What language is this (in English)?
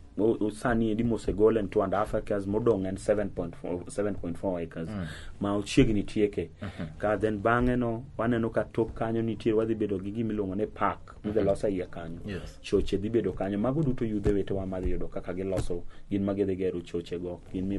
Luo (Kenya and Tanzania)